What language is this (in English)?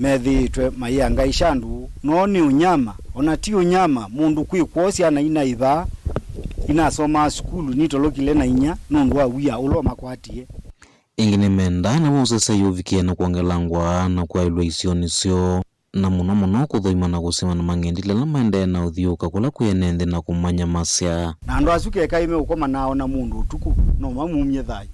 Kamba